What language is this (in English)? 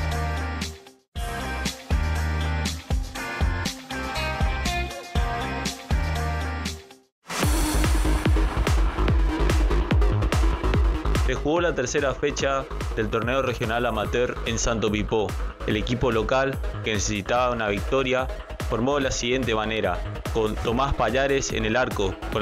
Spanish